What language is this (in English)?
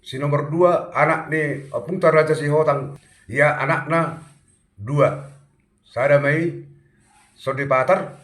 Batak Toba